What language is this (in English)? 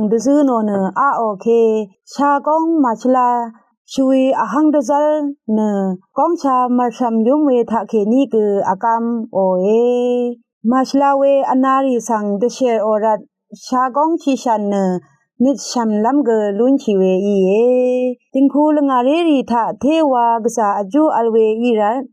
Rawang